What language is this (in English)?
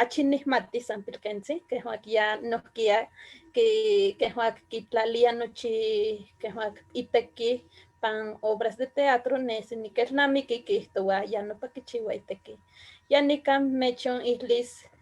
Eastern Huasteca Nahuatl